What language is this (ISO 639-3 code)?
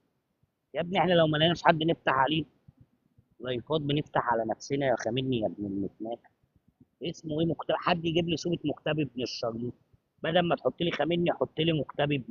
arz